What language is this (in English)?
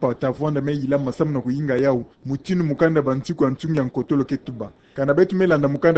Kituba (Democratic Republic of Congo)